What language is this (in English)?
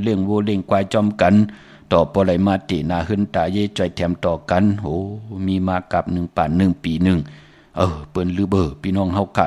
Shan